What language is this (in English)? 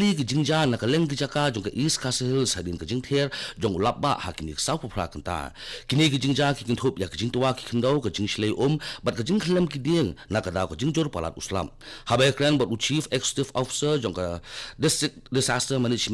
Khasi